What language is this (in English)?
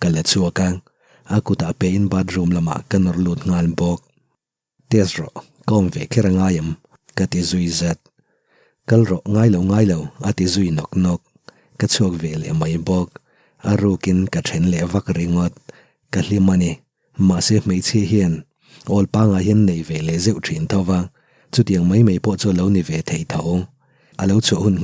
Mizo